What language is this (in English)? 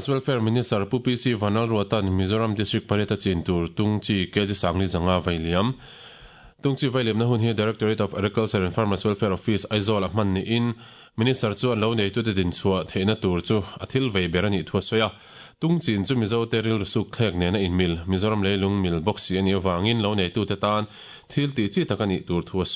Mizo